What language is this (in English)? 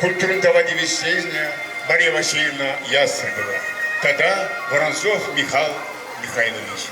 Chuvash